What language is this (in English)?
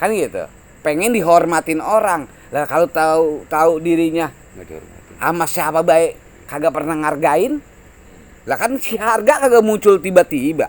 Betawi